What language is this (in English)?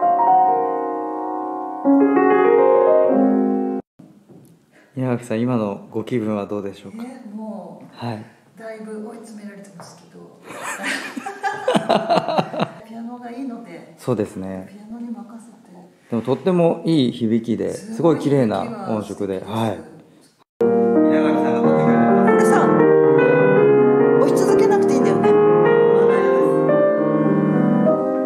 Japanese